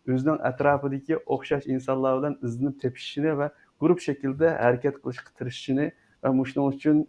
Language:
Uyghur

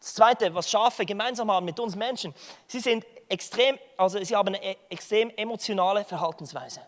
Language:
Swiss German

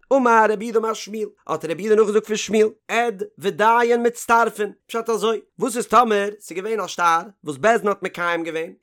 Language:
Yiddish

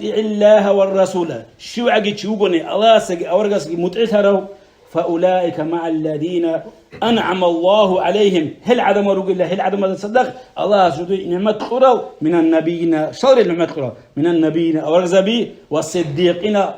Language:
Avaric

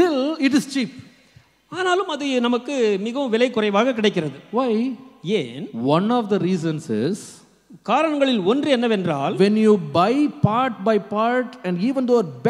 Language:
Tamil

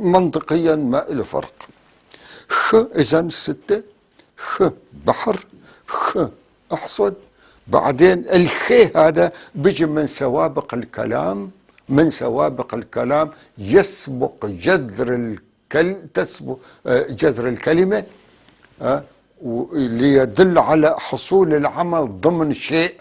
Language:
North Levantine Arabic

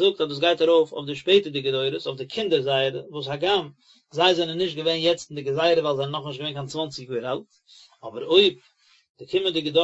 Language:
Yiddish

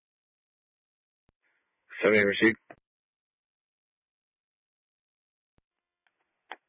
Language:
English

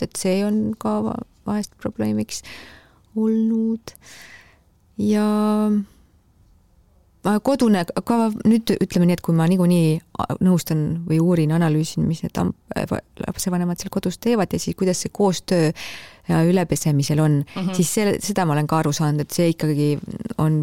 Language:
Estonian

